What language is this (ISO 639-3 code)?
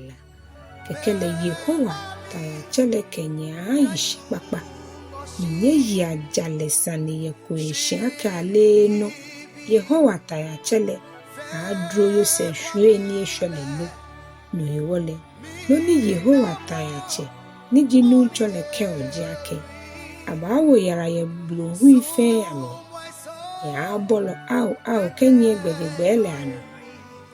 gaa